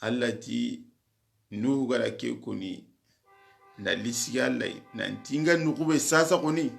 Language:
Soninke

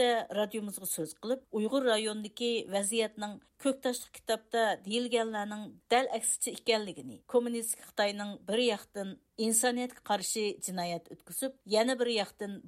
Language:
Uyghur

